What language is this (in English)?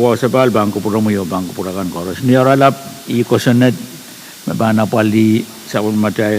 Pohnpeian